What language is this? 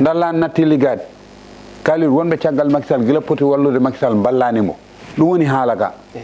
Fula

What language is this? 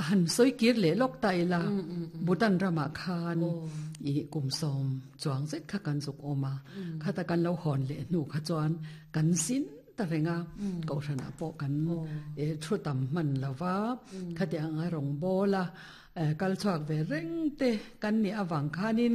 Mizo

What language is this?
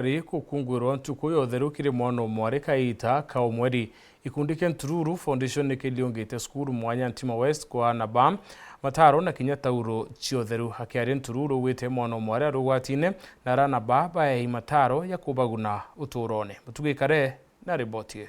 Meru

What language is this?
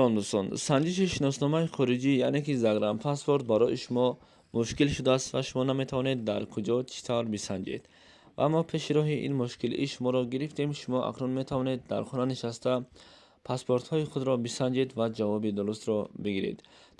Tajik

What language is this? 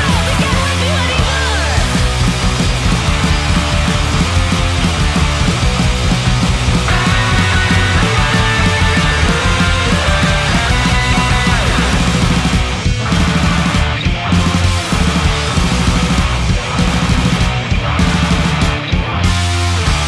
Basque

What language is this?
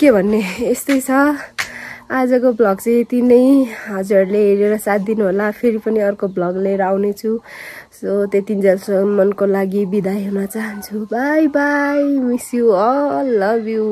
Nepali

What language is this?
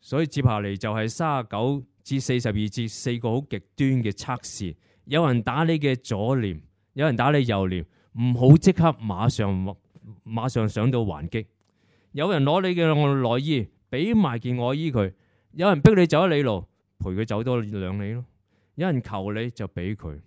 Cantonese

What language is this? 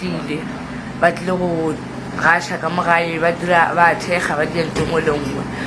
Northern Sotho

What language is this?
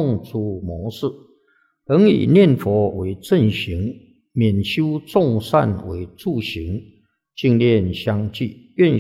Chinese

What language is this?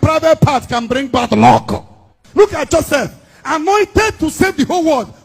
Nigerian Pidgin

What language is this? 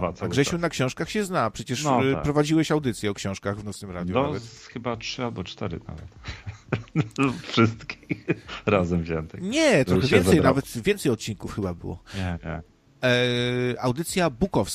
Polish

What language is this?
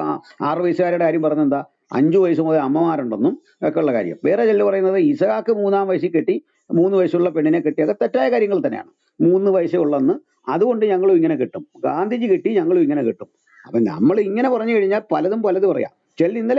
Malayalam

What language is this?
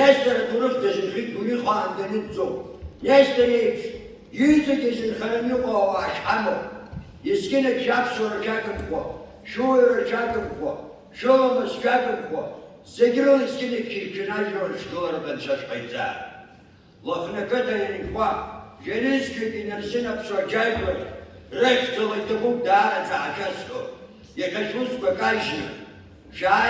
Abkhazian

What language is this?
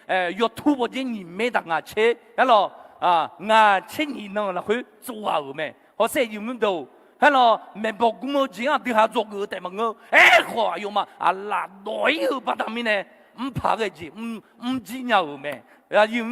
Akha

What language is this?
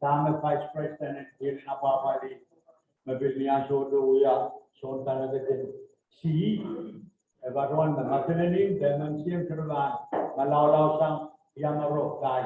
Pohnpeian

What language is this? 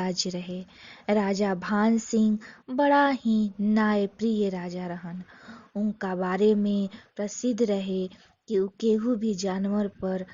Bhojpuri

